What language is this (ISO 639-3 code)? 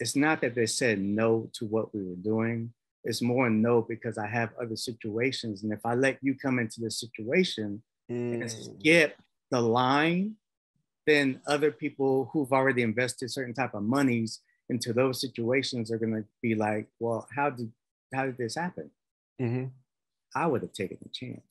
eng